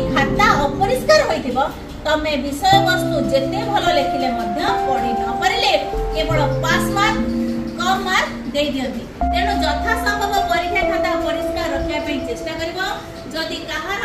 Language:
Odia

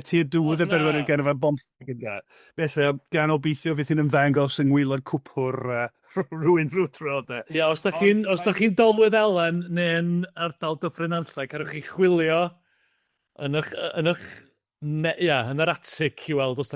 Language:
Welsh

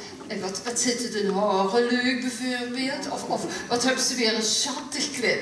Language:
Limburgish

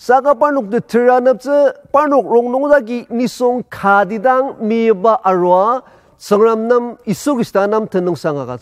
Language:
Ao Naga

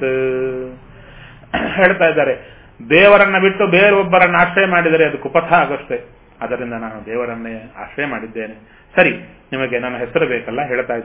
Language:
Kannada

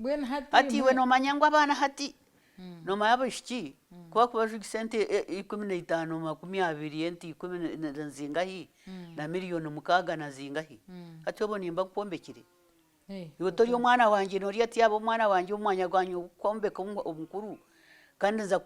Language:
Nyankole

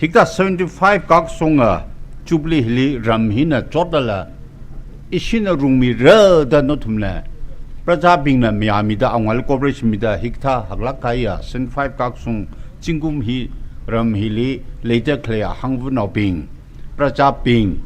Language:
Tangkhul Naga (India)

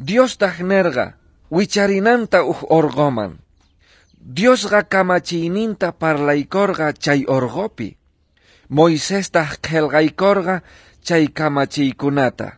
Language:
South Bolivian Quechua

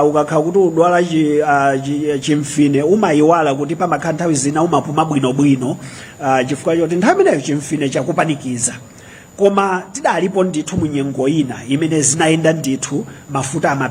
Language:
Nyanja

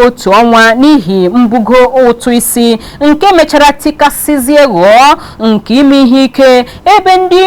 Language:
Igbo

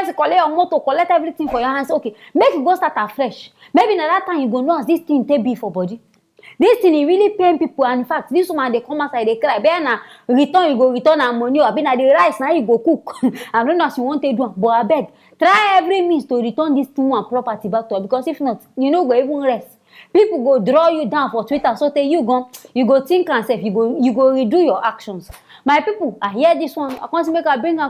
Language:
Nigerian Pidgin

